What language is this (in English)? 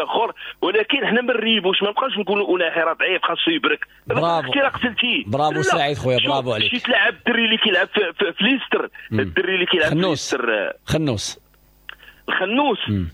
Moroccan Arabic